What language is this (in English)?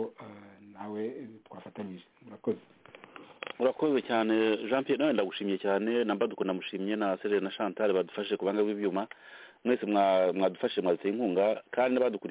Kinyarwanda